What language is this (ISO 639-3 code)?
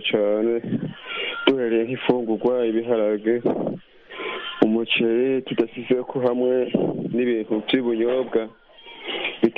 kin